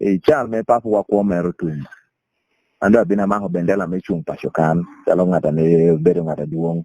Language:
Lango (Uganda)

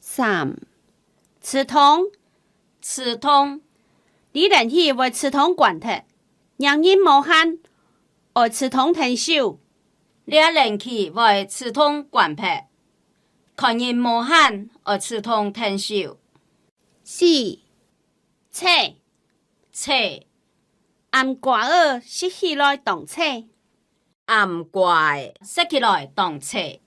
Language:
Hakka Chinese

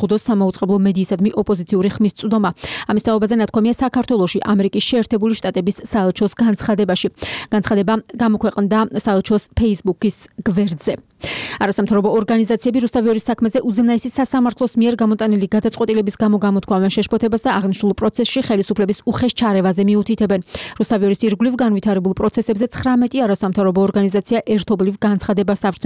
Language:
Georgian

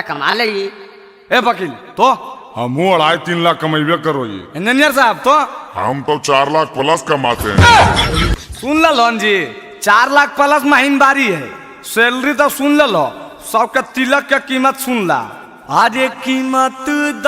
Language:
Magahi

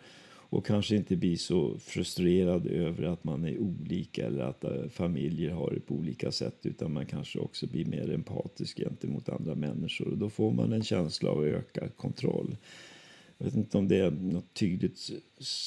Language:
Swedish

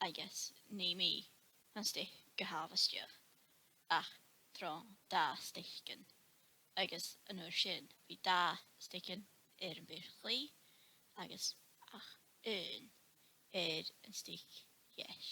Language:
Scottish Gaelic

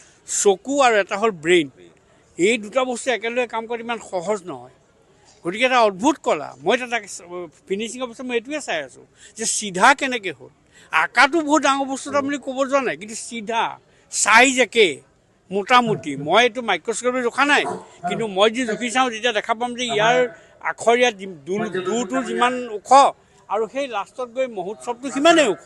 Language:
Assamese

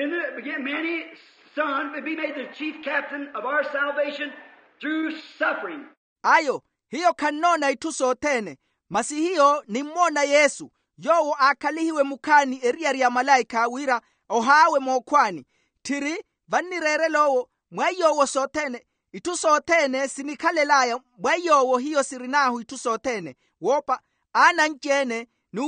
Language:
Makhuwa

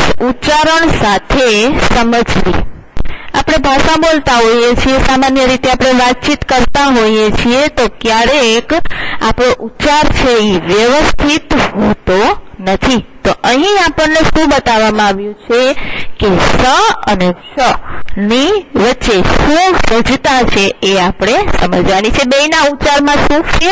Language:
Gujarati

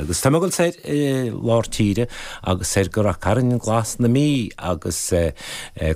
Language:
Irish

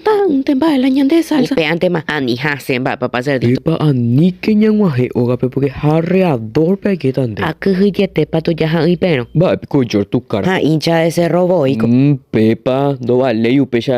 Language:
Guarani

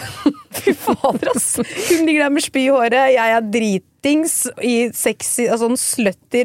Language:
Norwegian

